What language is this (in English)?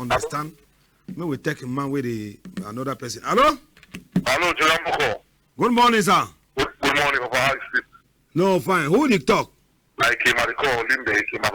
Cameroon Pidgin